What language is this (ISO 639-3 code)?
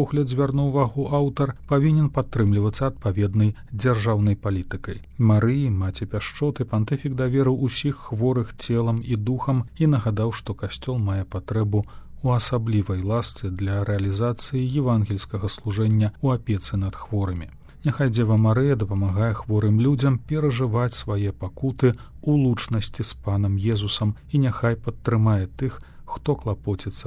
bel